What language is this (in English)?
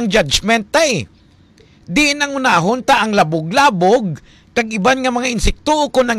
Hiligaynon